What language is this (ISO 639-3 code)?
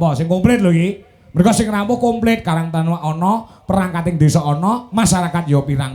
jav